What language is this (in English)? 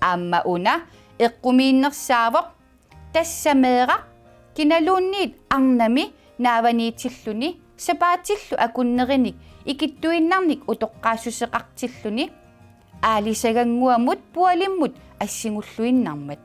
Kalaallisut